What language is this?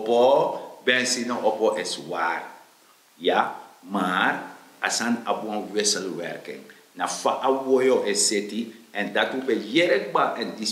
Sranan Tongo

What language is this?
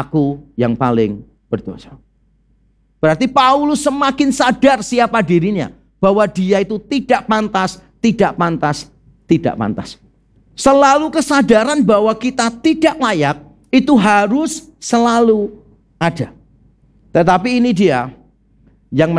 Indonesian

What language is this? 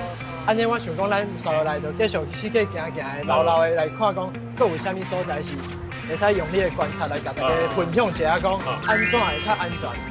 Min Nan Chinese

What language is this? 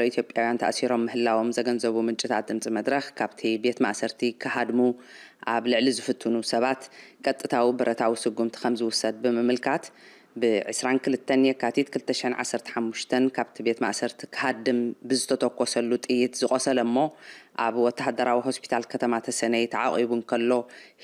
Tigrinya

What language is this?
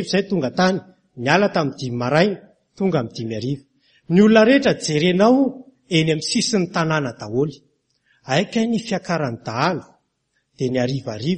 Malagasy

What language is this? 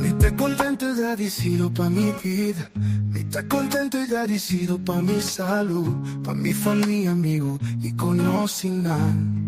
Papiamento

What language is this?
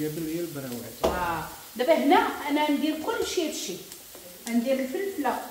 Moroccan Arabic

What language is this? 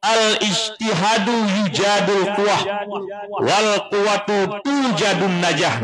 Achinese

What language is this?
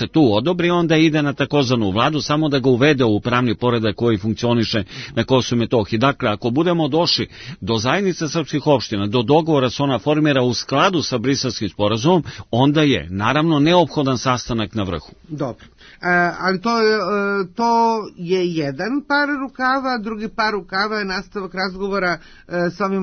Serbian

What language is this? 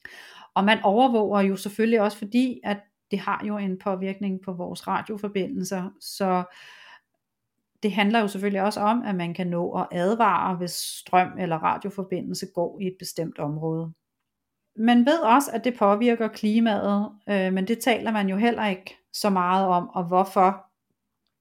Danish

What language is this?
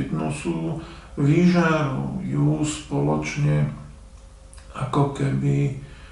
Slovak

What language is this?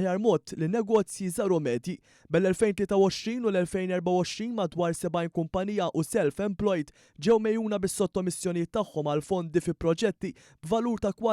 Maltese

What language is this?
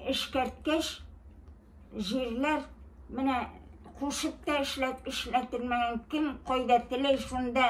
Bashkir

